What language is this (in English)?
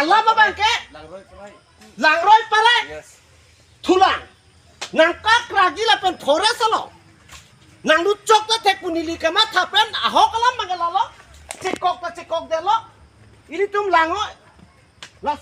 Karbi